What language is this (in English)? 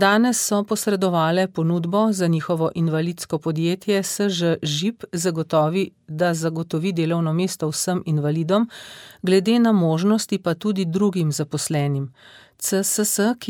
Slovenian